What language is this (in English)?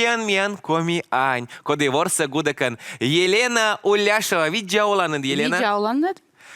Komi